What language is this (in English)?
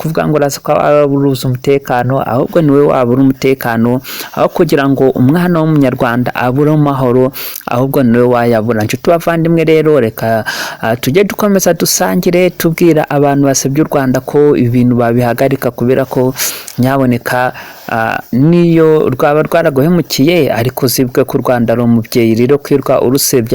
Kinyarwanda